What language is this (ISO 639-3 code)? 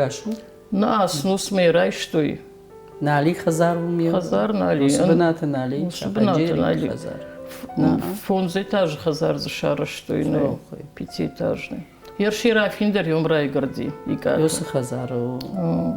oss